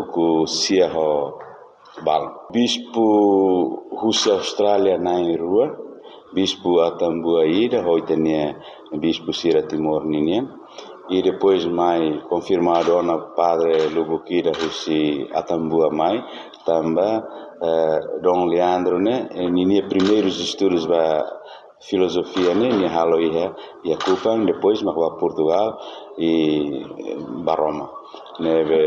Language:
Tetum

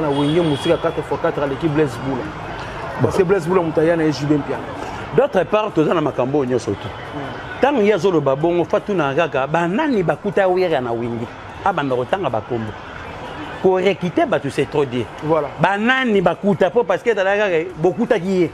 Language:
Lingala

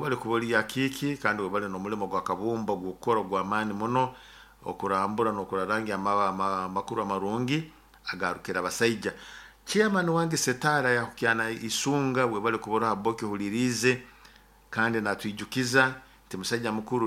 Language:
Nyoro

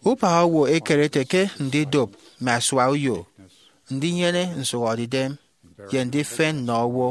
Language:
Efik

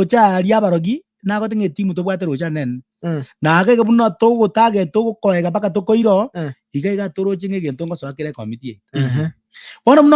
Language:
Gusii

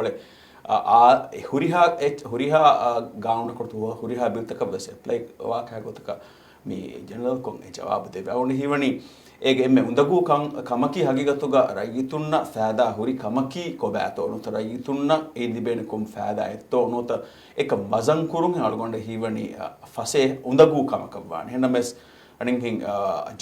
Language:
Divehi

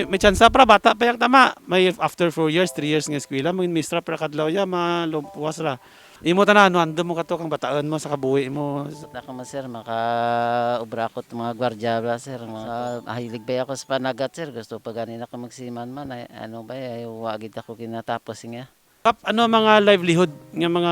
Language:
Kinaray-a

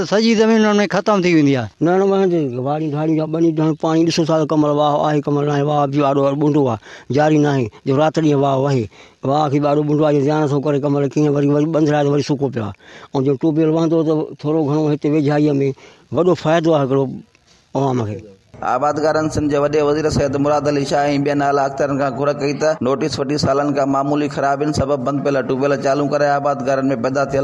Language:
Sindhi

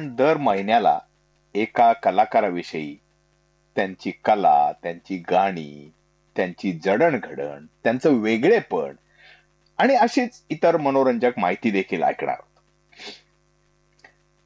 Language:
Marathi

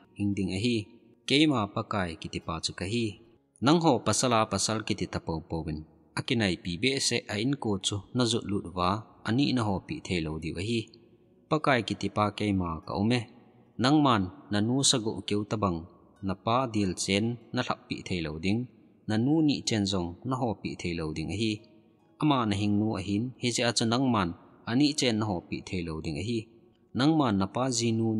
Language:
Thado Chin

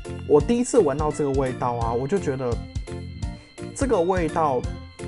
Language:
Chinese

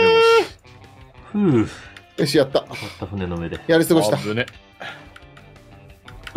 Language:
Japanese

